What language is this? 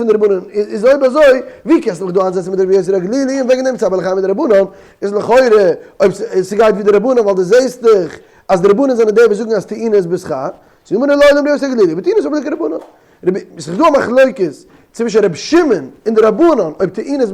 Yiddish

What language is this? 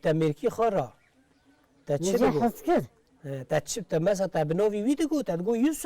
Kurdish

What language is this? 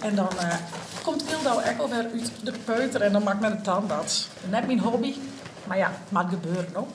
Western Frisian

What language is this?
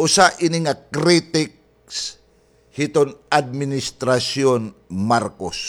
Waray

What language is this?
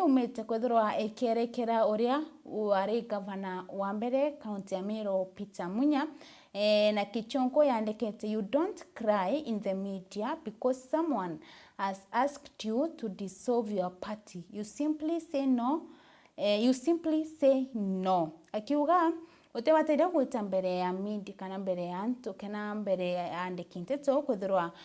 Meru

